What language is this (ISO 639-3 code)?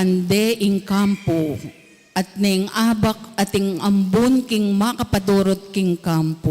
pam